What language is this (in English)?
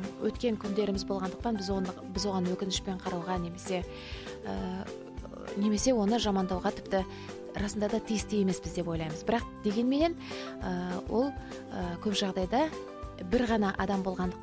Kazakh